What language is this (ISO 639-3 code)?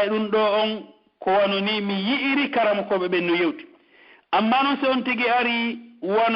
fuf